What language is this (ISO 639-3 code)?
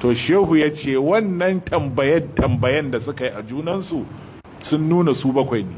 hau